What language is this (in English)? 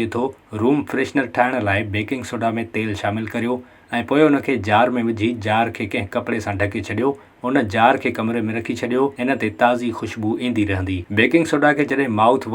Sindhi